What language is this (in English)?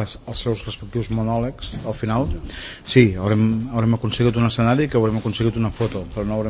Catalan